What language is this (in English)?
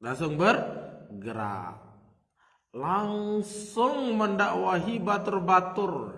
Sasak